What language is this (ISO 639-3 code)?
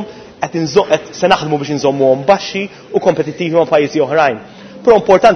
mlt